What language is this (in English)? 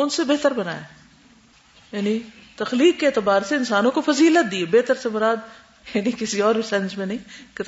Urdu